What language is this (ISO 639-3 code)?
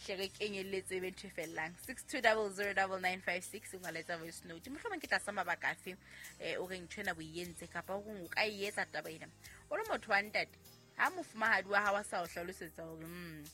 sot